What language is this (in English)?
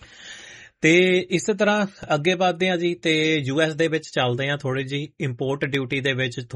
Punjabi